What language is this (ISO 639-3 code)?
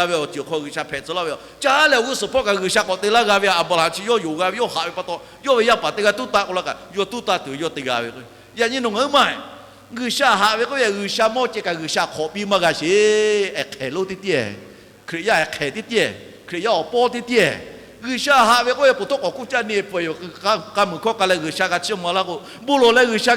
lhu